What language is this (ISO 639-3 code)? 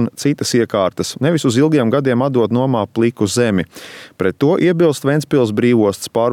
lav